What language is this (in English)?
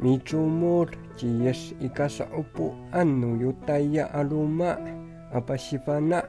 Amis